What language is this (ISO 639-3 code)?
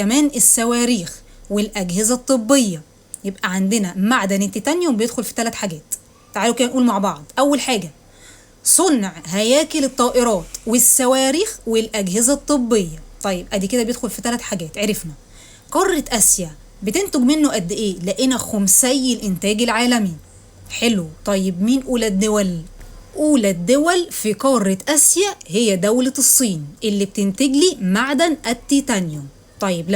arz